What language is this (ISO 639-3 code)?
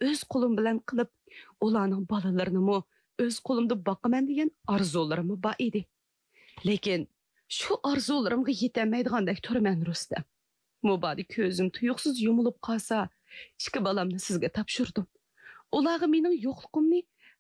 uig